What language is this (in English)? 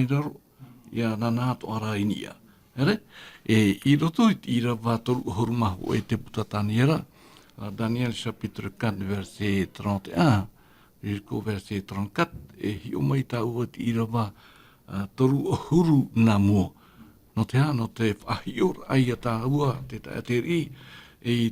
Tahitian